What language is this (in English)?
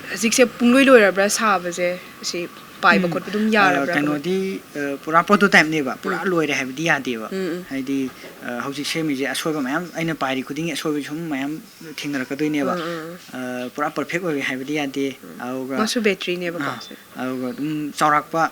Manipuri